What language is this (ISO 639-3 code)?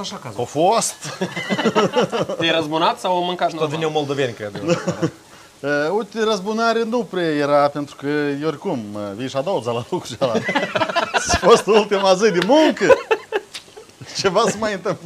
ron